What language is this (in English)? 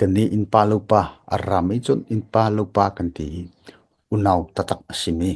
Hakha Chin